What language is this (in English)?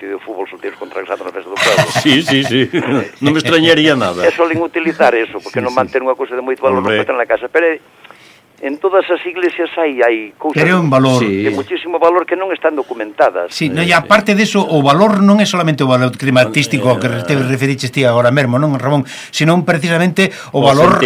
Galician